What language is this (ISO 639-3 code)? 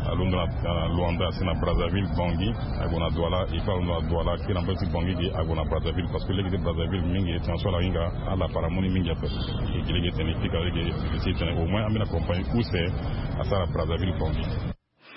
sag